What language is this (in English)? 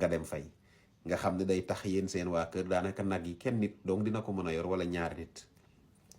Wolof